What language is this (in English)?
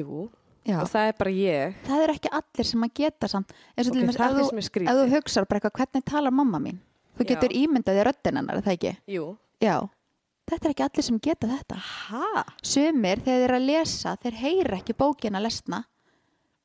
Icelandic